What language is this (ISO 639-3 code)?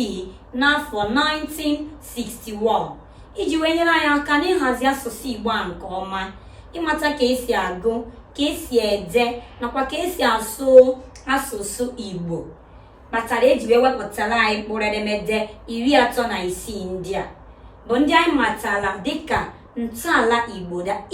ibo